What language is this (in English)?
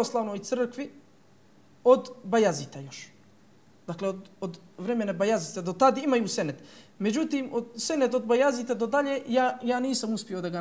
Bosnian